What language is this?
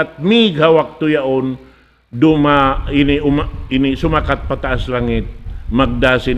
Tausug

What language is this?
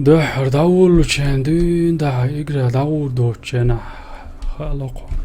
Chechen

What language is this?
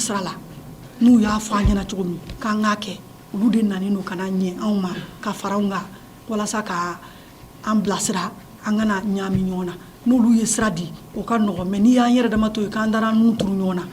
Bambara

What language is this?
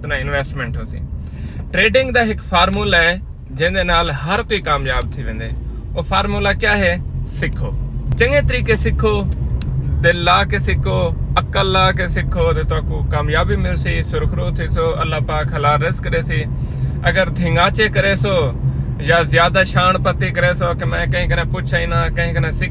Saraiki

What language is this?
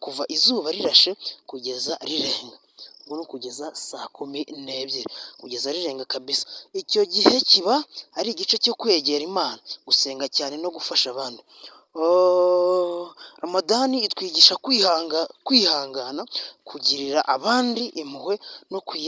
Kinyarwanda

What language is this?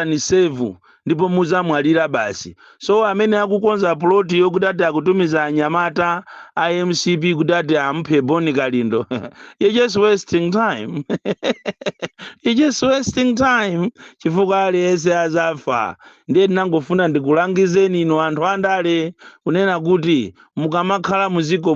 Nyanja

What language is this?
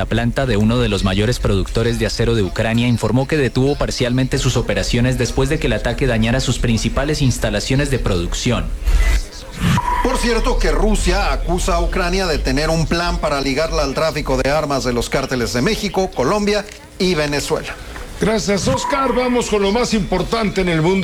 Spanish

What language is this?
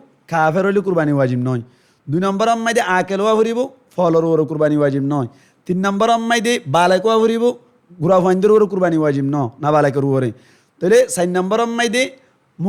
Rohingya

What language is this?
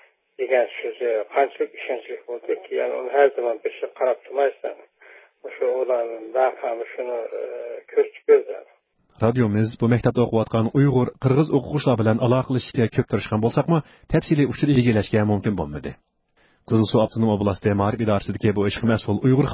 Uyghur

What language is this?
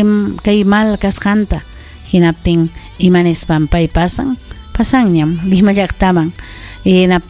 Ayacucho Quechua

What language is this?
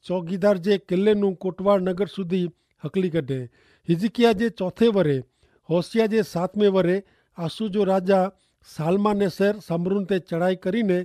Kachhi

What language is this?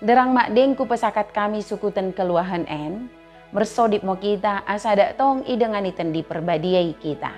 Batak Dairi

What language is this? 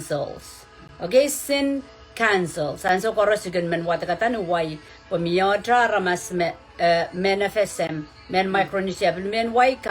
Pohnpeian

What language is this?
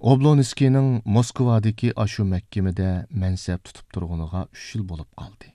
Uyghur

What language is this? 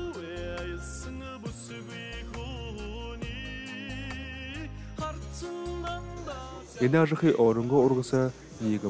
Kazakh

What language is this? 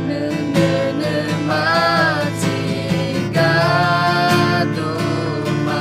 Akha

